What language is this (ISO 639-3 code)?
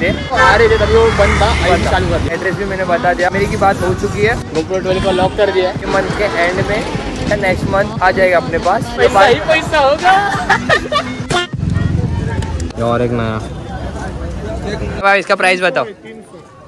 hin